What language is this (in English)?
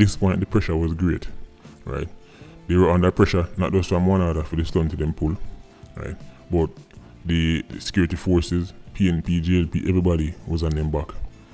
Jamaican Creole English